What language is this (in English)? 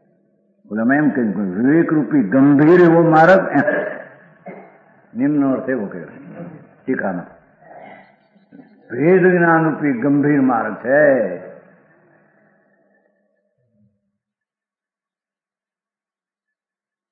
Gujarati